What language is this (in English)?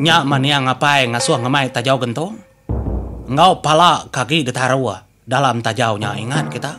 Iban